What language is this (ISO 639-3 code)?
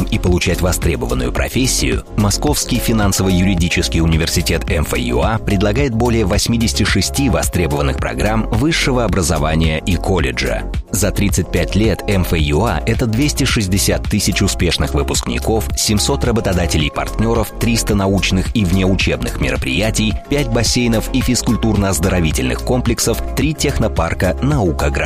rus